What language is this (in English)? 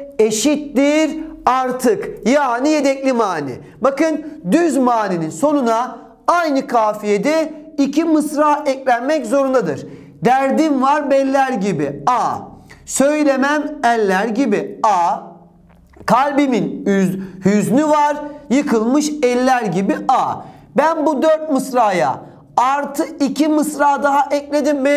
Turkish